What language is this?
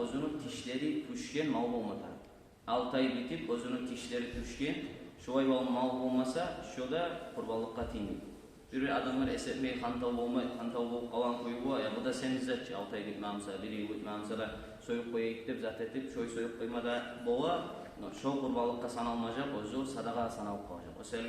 Kumyk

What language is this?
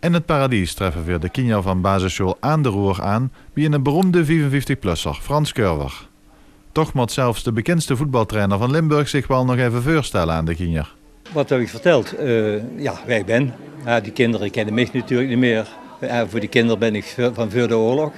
Limburgish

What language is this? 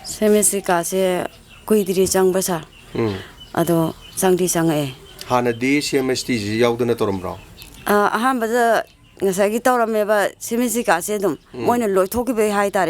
Manipuri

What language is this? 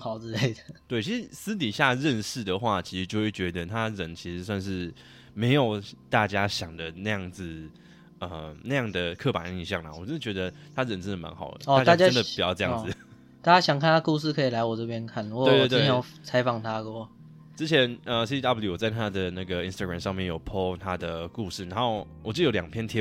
Chinese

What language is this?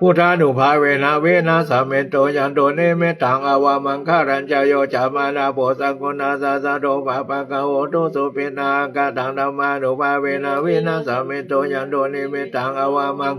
Pali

